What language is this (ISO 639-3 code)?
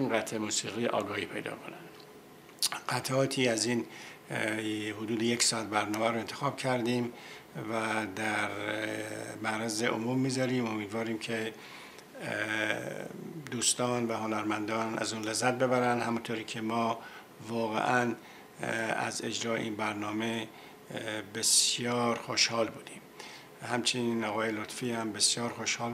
fas